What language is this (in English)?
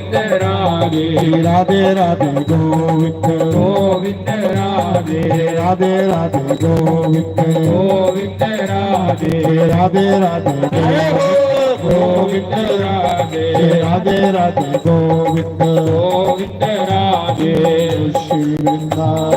Dogri